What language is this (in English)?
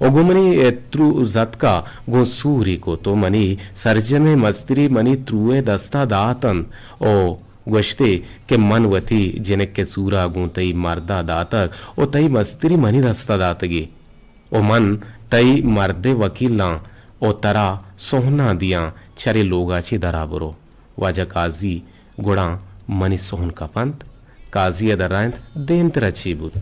Eastern Balochi